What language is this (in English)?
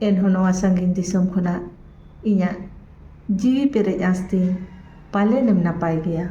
Santali